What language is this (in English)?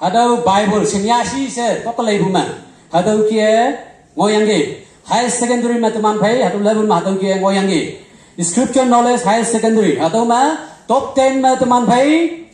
Konyak Naga